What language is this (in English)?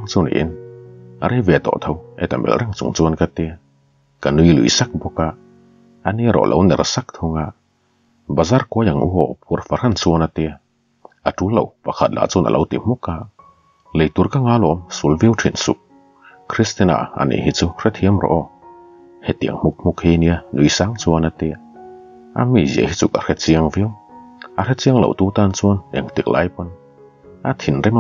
Mizo